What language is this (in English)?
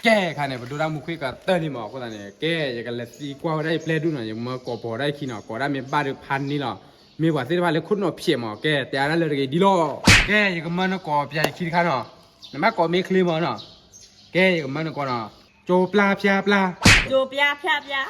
S'gaw Karen